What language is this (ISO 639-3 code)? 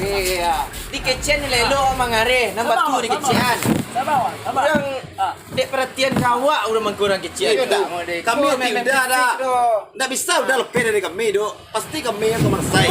min